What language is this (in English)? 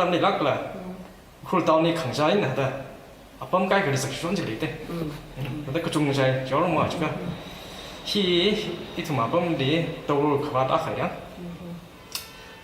Tangkhul Naga (India)